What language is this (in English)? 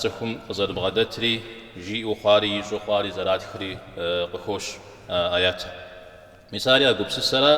Kabardian